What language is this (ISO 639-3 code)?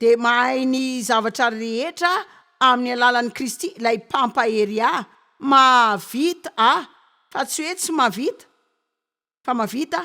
mlg